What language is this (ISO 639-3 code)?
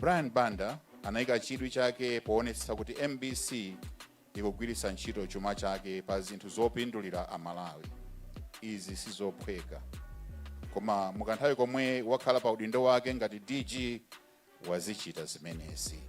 nya